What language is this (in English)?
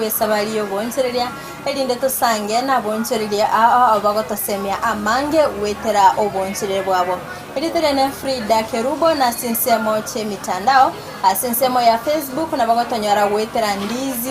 Gusii